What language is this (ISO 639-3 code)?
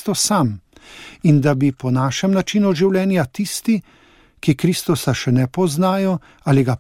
slv